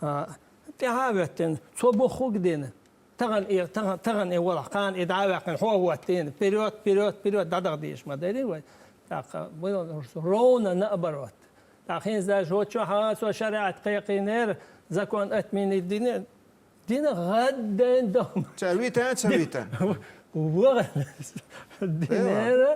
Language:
Chechen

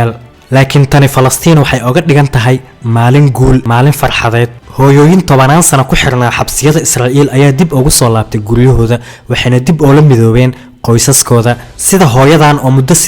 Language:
Somali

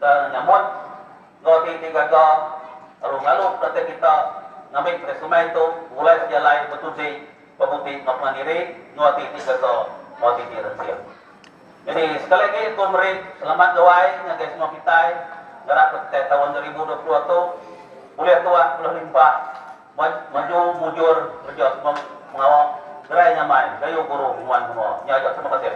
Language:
Iban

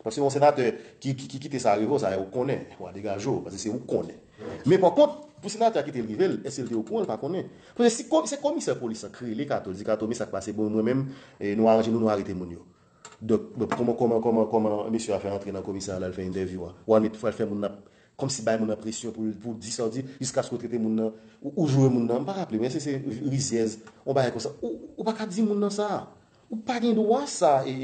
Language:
Haitian Creole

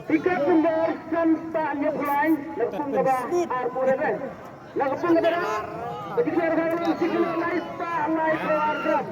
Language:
Khasi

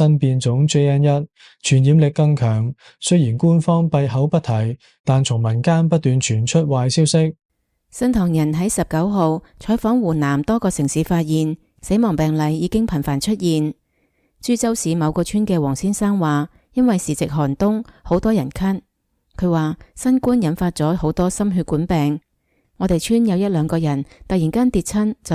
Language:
Cantonese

